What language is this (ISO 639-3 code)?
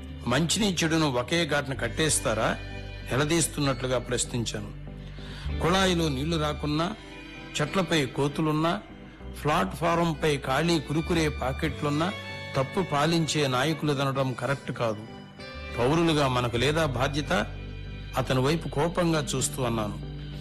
tel